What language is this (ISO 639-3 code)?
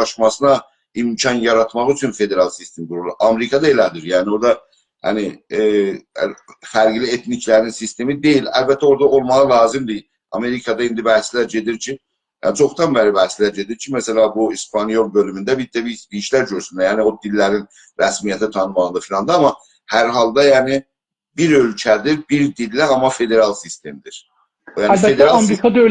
azb